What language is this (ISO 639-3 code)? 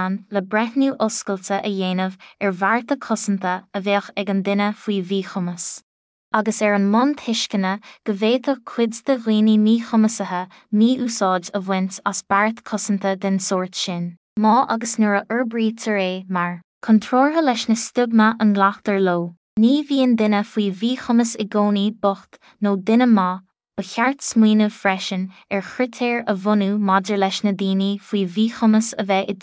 gle